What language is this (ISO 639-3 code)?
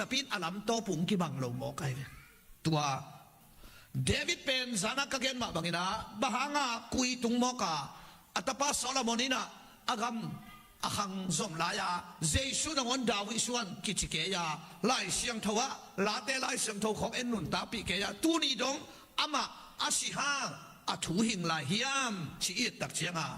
ctd